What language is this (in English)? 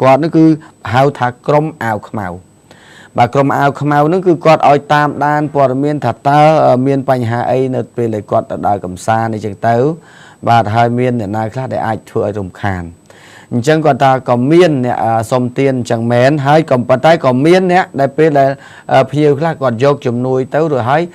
Khmer